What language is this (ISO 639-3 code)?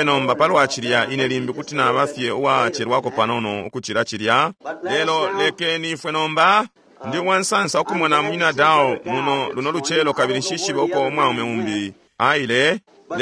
bem